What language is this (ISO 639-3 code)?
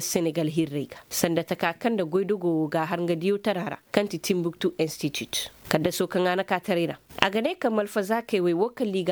ses